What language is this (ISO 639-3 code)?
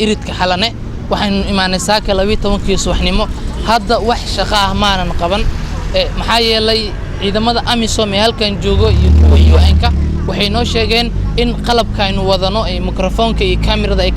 som